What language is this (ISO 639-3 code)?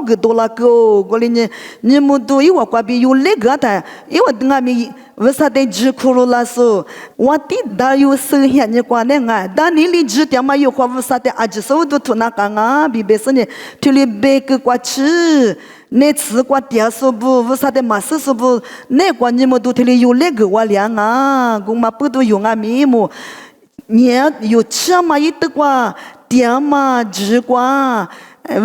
lis